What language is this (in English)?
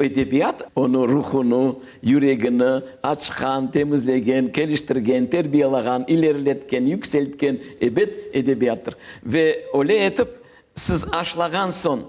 Crimean Tatar